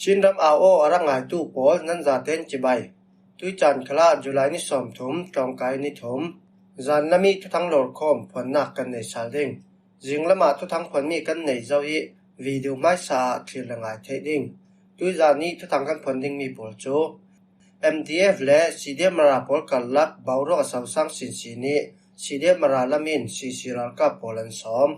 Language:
Falam Chin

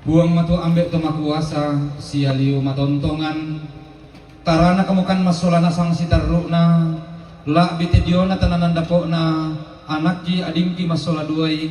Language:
Toraja-Sa'dan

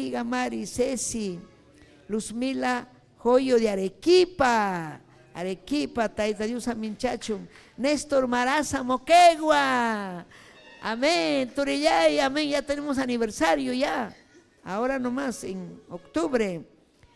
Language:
Ayacucho Quechua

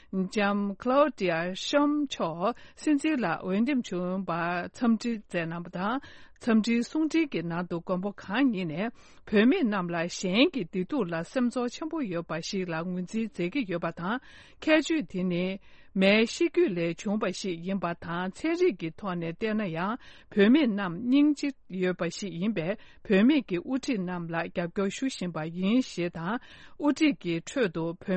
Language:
Tibetan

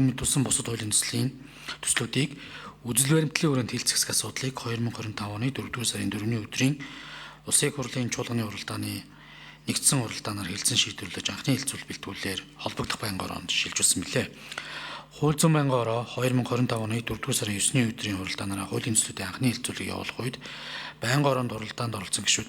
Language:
Mongolian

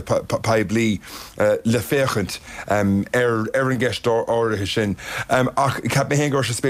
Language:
Irish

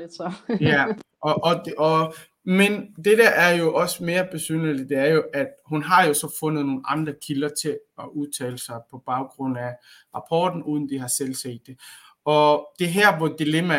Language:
Danish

